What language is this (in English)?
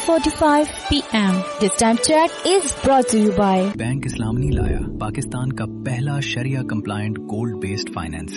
Urdu